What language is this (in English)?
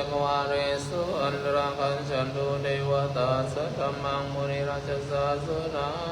Pali